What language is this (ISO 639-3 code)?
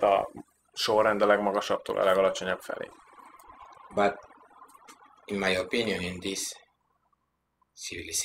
hun